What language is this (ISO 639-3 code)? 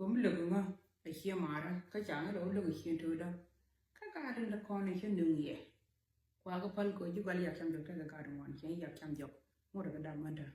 nus